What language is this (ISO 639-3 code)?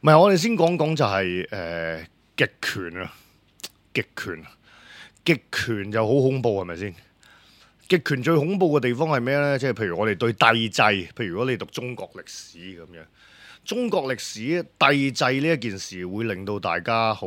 yue